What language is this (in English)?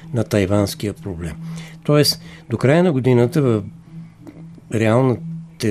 Bulgarian